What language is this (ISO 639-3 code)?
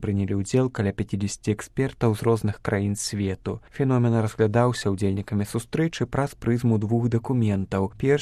bel